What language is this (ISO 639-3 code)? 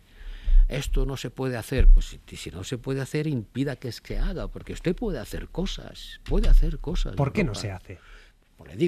spa